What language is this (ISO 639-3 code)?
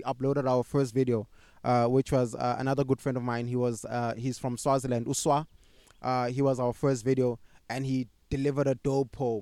eng